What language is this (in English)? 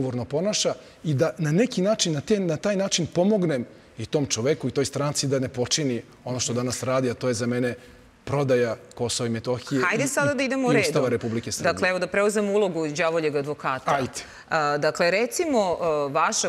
Serbian